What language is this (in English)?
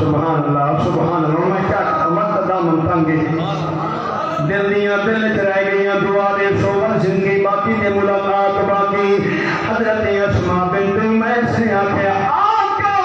Saraiki